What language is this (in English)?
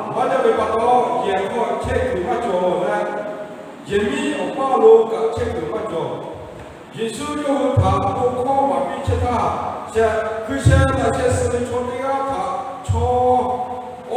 Lahu